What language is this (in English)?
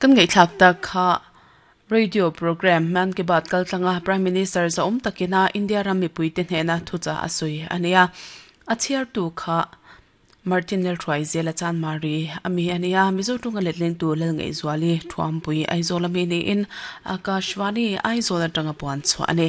Mizo